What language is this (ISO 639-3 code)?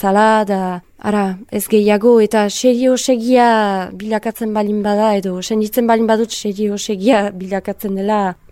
eus